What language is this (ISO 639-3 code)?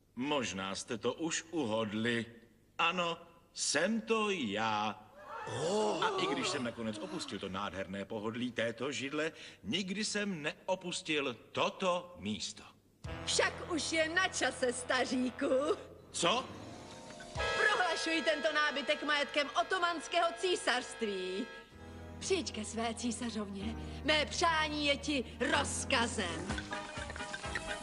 ces